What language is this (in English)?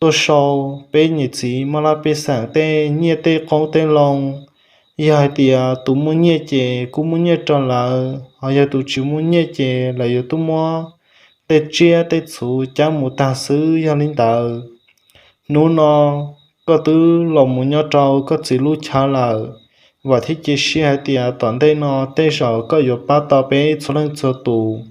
Hmong